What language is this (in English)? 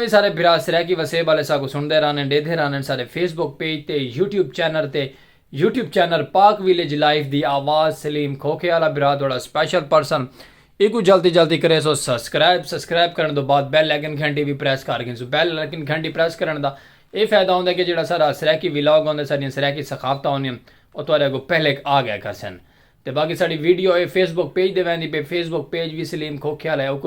Saraiki